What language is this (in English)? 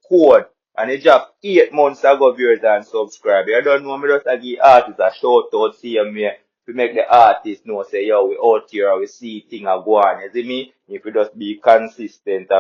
Jamaican Creole English